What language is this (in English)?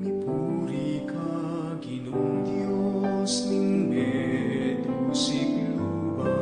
Pampanga